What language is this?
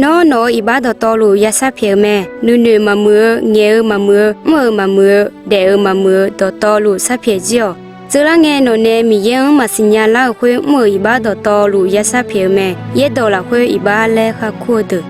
Akha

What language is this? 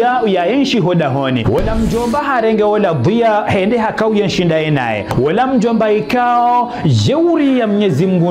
Ngazidja Comorian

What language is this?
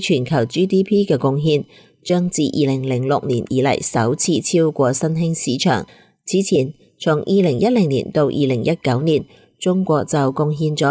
Cantonese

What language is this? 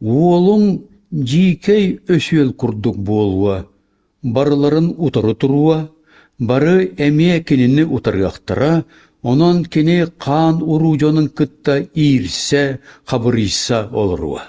Yakut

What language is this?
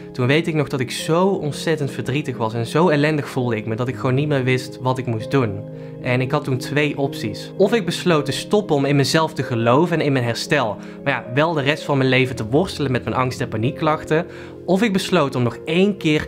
Dutch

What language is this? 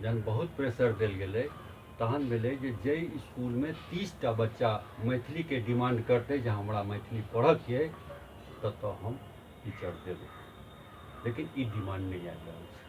Maithili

